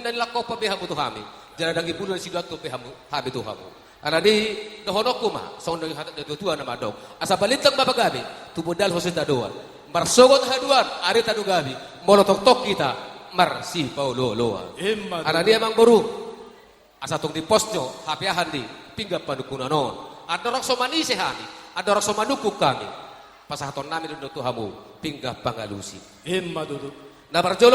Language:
Batak Toba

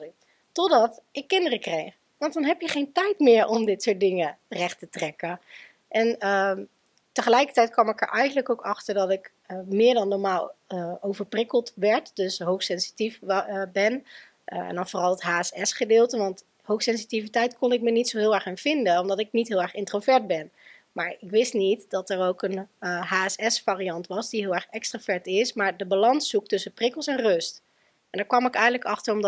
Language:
Dutch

